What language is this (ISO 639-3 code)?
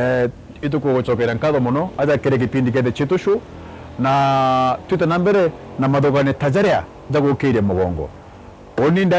mer